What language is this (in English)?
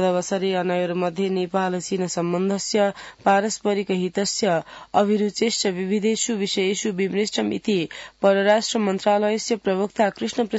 Sanskrit